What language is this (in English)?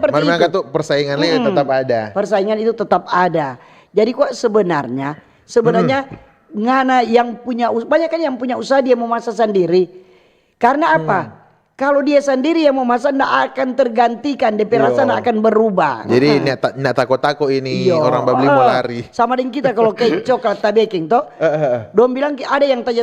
Manado Malay